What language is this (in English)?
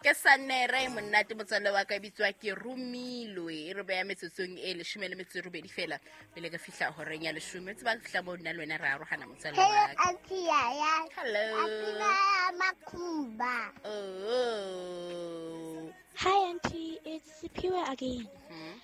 Southern Sotho